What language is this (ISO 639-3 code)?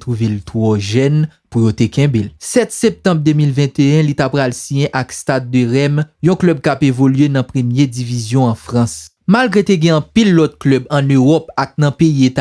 hat